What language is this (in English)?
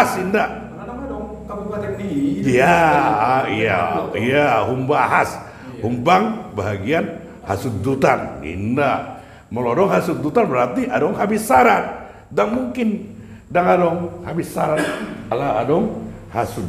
Batak Toba